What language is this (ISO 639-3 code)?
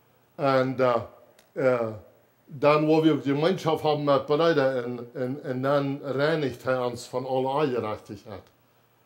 pdt